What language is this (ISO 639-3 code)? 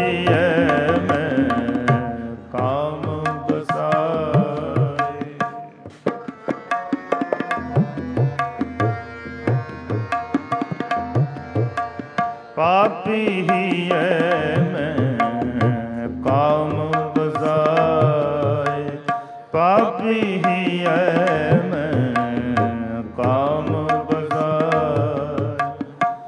pan